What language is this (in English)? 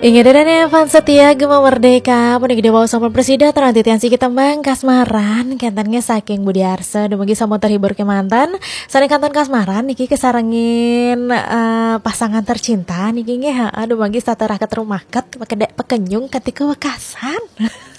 Balinese